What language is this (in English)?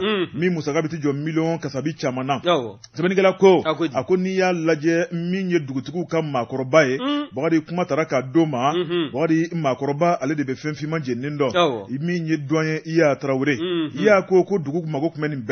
Bambara